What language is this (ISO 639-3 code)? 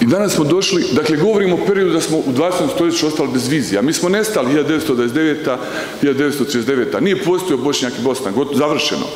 bos